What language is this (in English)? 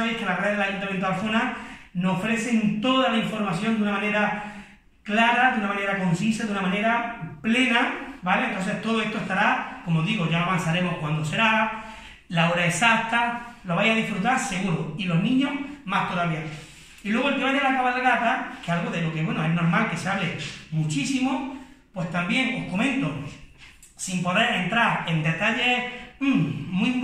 Spanish